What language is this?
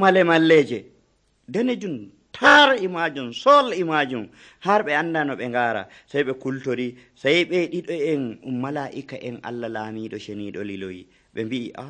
Nigerian Fulfulde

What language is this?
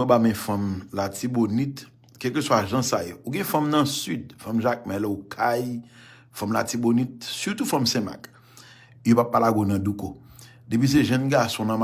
Haitian Creole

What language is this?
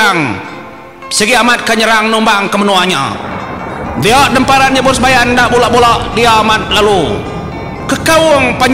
Iban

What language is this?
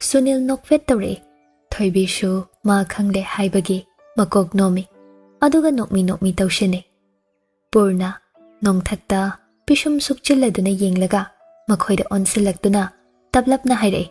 Manipuri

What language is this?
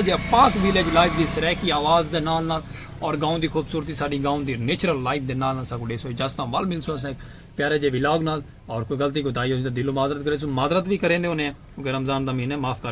Saraiki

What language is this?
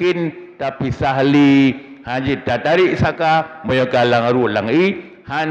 Achinese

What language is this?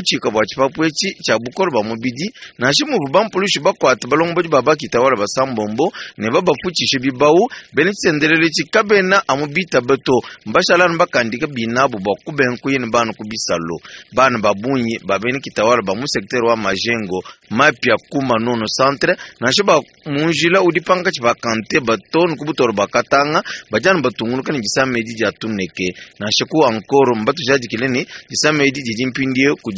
Luba-Lulua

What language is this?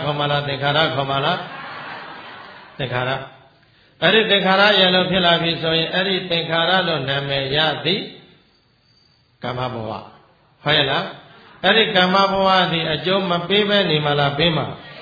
Burmese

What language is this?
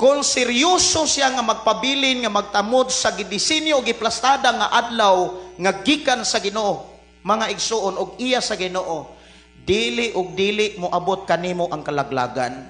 Cebuano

